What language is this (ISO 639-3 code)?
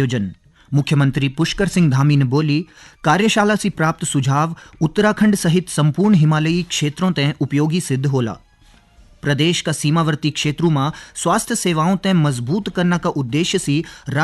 gbm